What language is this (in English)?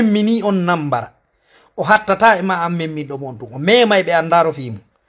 Fula